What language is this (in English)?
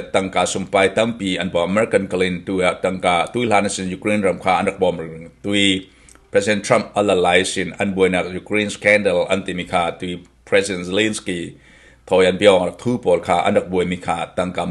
Falam Chin